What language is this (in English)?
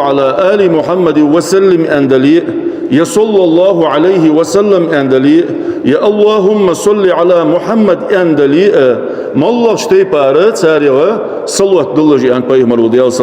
Ingush